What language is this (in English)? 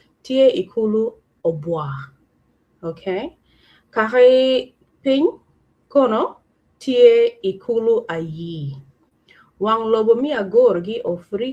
Acoli